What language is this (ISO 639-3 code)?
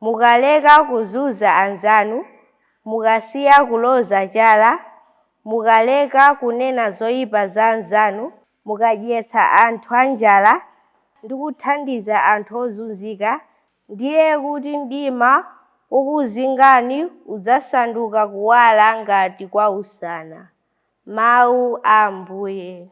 nya